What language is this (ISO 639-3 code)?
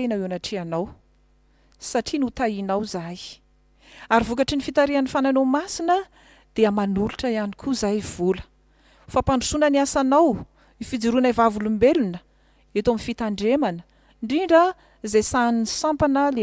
mlg